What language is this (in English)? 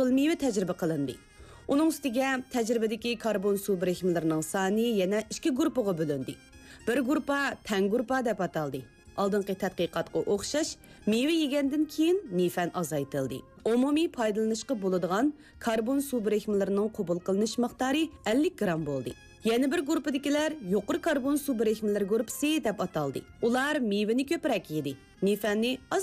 Uyghur